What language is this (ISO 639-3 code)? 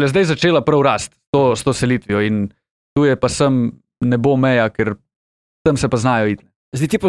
slv